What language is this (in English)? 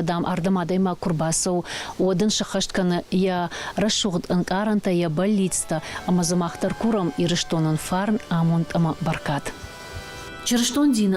Ossetic